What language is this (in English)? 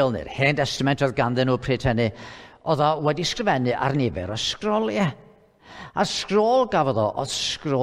Welsh